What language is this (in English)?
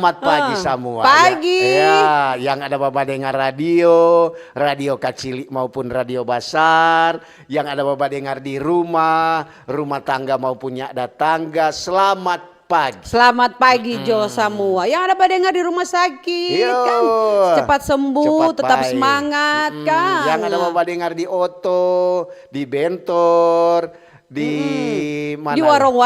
Manado Malay